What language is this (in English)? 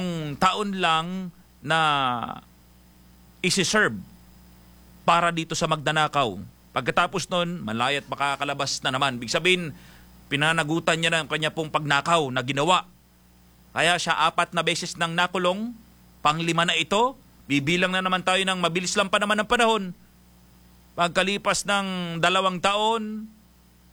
Filipino